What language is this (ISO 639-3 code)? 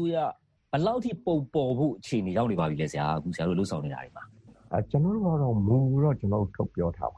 mya